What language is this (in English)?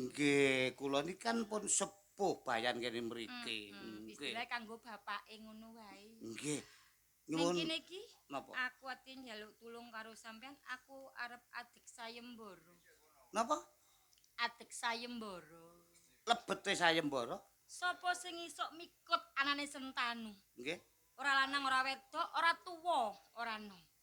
Javanese